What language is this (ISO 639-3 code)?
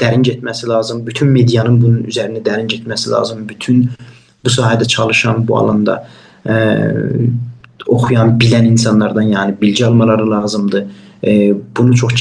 azb